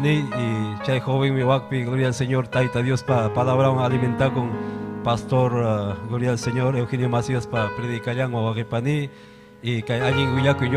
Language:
Ayacucho Quechua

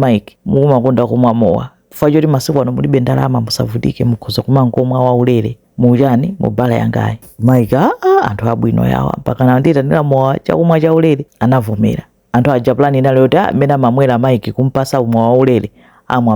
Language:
Nyanja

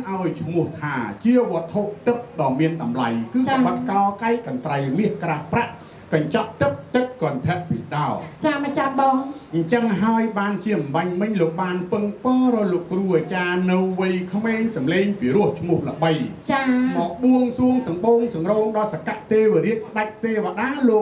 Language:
Khmer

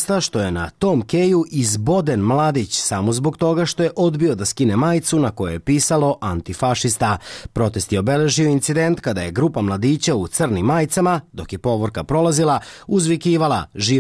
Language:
Serbian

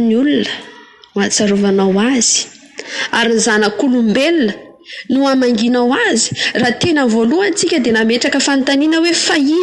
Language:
Malagasy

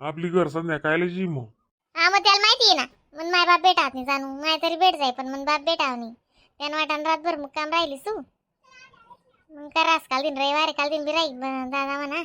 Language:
Khandesi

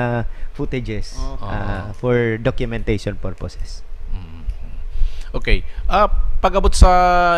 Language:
Bikol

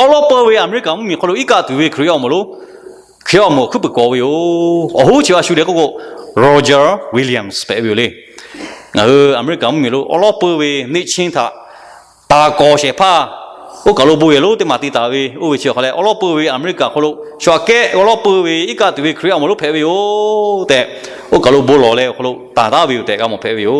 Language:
Lahu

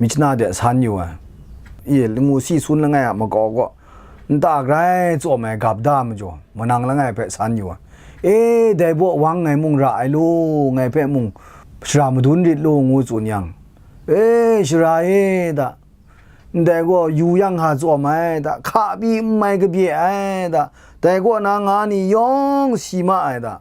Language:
Kachin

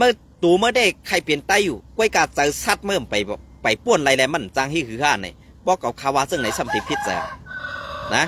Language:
Shan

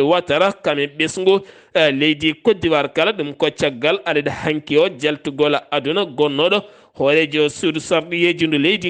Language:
Fula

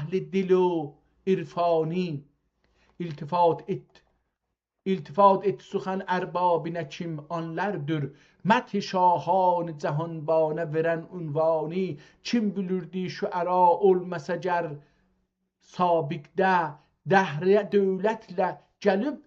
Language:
South Azerbaijani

